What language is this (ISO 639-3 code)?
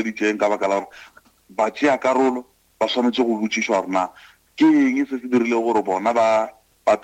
nso